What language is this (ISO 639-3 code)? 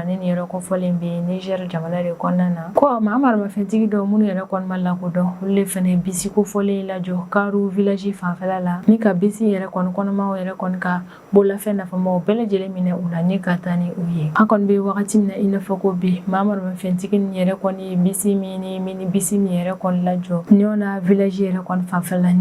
bam